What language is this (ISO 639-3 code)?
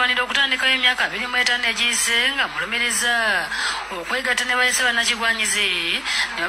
lug